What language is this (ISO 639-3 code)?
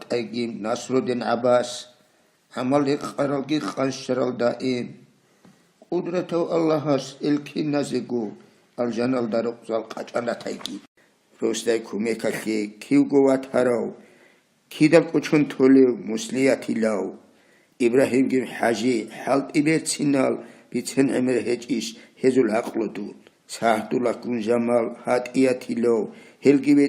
ava